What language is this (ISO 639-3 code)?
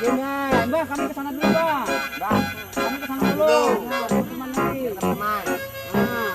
bjn